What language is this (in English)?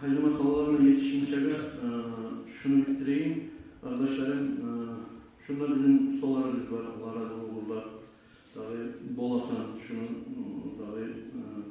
Kumyk